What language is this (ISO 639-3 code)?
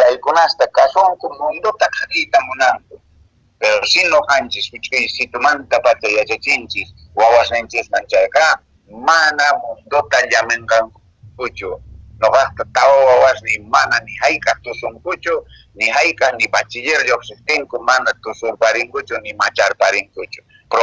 que